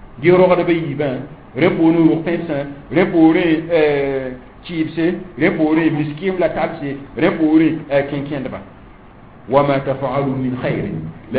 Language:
Mossi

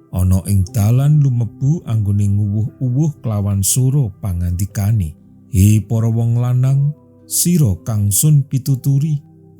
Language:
Javanese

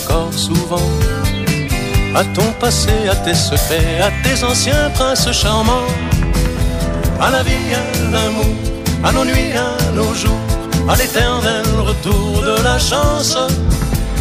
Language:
French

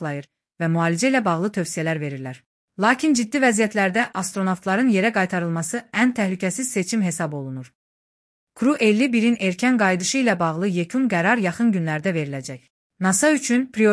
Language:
Azerbaijani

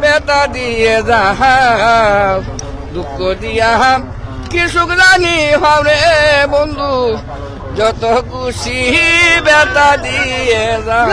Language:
Sylheti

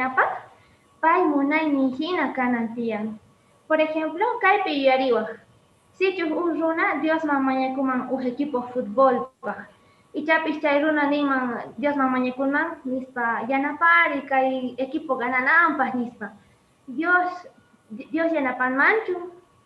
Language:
Quechua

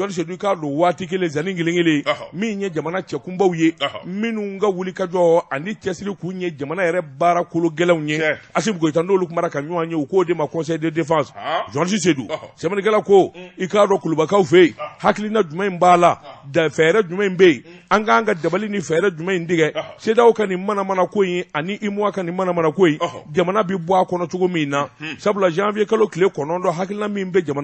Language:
Bambara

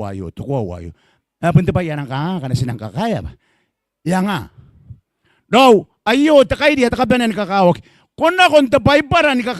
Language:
Gilbertese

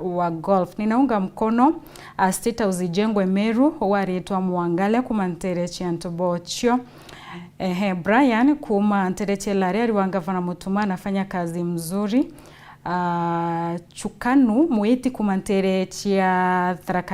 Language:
Meru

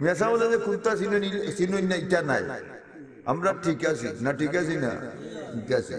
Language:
Sylheti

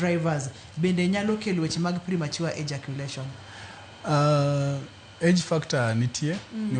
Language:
Luo (Kenya and Tanzania)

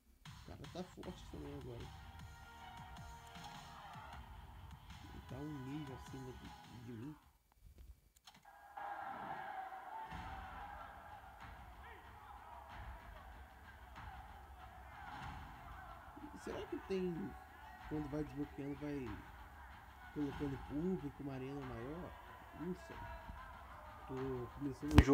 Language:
Portuguese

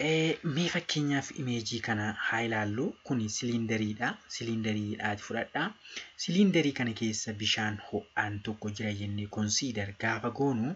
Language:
Oromo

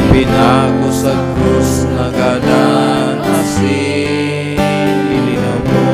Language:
Bikol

